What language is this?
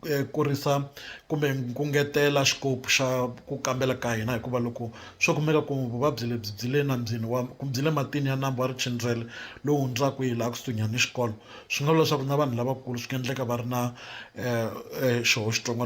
Tsonga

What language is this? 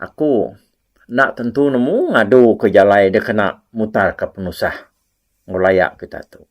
Iban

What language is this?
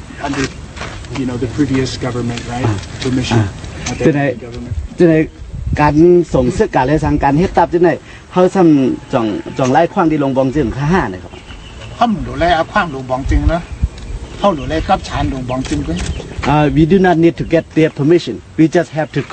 Shan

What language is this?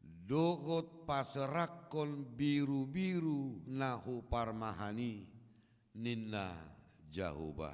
Batak Toba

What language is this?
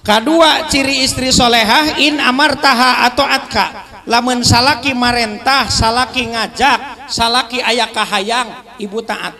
Sundanese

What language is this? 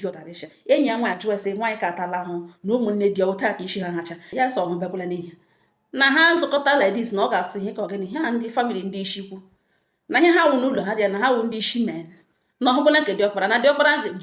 Igbo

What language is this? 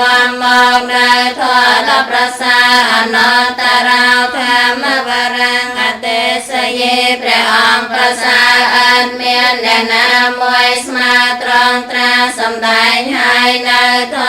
Khmer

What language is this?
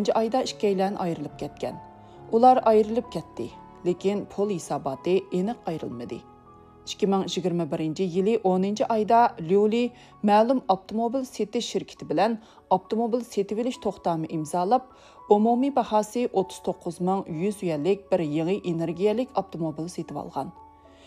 Uyghur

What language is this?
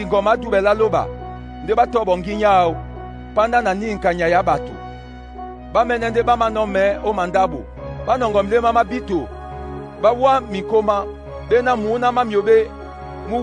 Duala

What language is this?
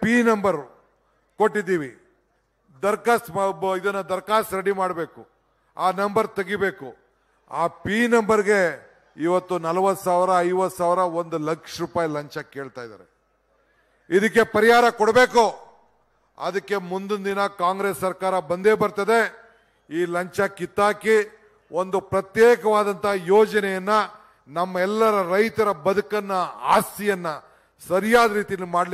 Kannada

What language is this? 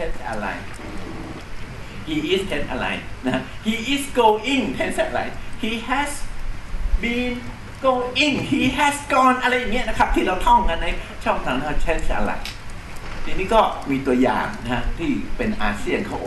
Thai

